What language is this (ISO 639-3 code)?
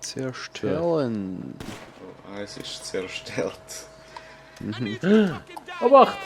gsw